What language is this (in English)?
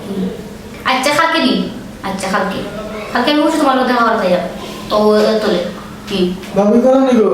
Sylheti